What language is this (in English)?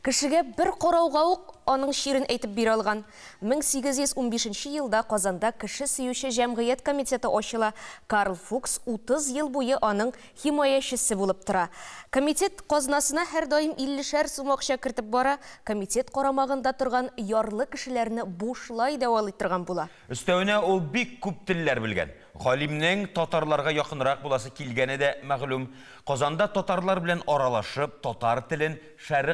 Tatar